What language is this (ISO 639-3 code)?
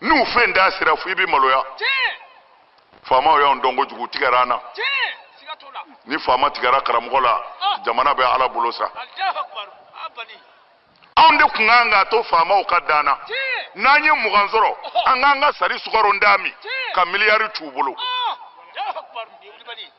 bam